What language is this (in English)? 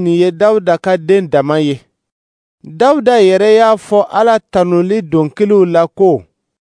Dyula